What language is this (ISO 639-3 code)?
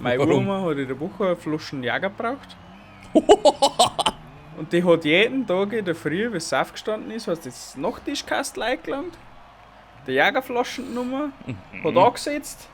bar